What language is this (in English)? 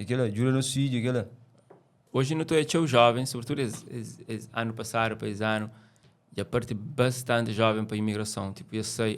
Kabuverdianu